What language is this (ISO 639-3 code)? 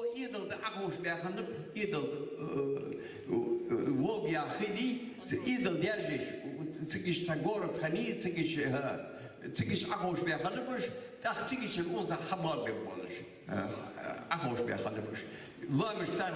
inh